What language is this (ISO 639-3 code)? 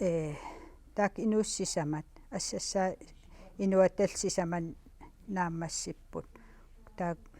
kal